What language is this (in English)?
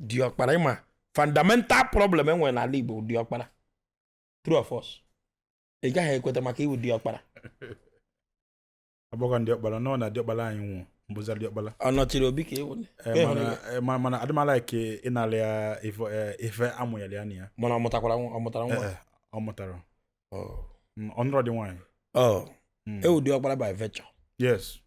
Igbo